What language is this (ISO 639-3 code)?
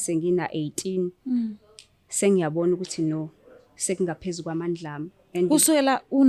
zul